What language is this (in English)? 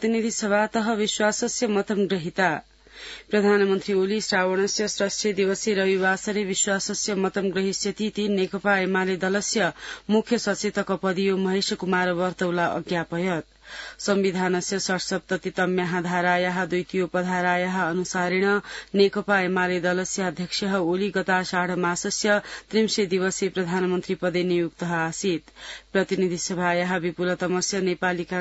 Sanskrit